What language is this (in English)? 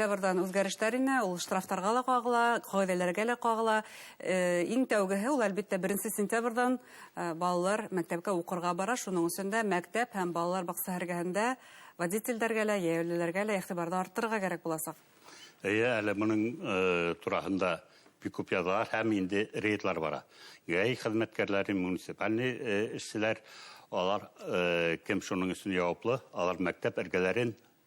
Bashkir